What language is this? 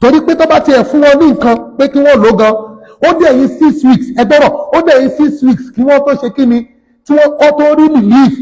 Yoruba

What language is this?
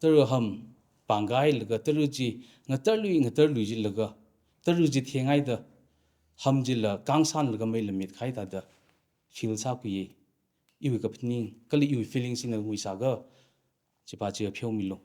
Tangkhul Naga (India)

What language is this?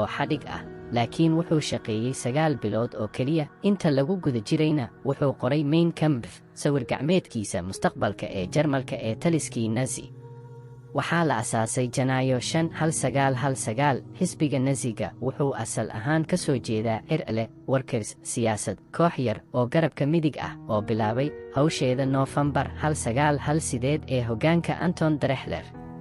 Somali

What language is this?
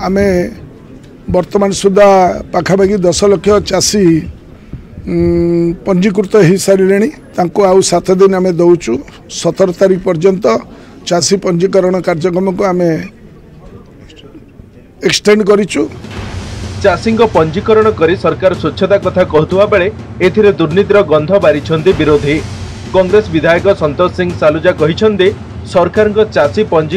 Odia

